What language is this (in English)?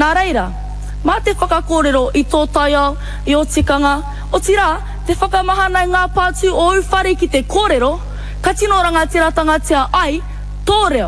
Māori